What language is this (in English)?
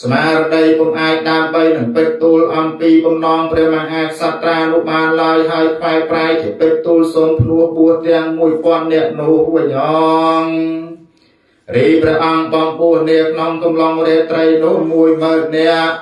Khmer